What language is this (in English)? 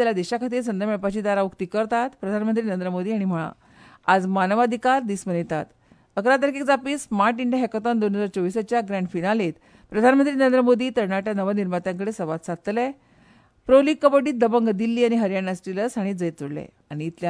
Konkani